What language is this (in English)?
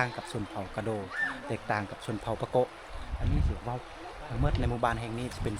Lao